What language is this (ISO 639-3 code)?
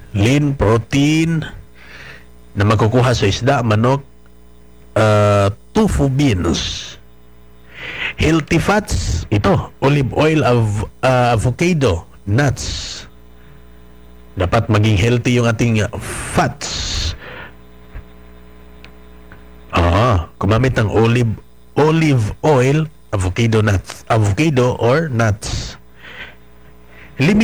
fil